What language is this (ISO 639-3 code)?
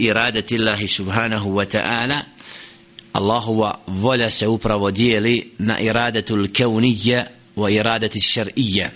bos